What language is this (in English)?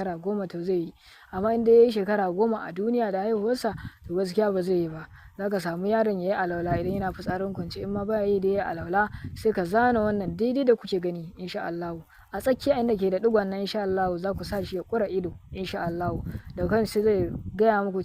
Hausa